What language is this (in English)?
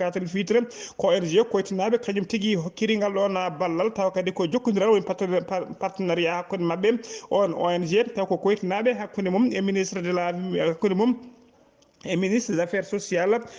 Fula